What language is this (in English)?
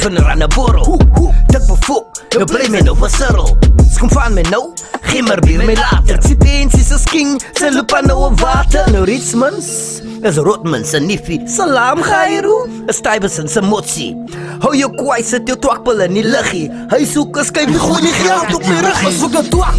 Afrikaans